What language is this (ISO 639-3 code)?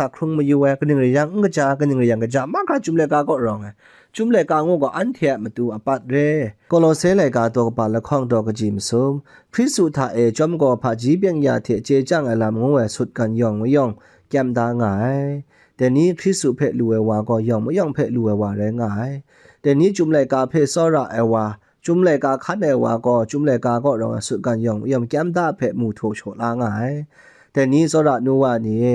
kac